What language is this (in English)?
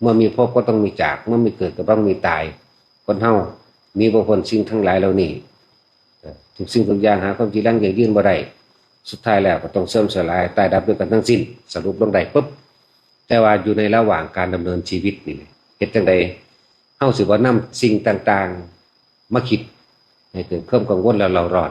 Lao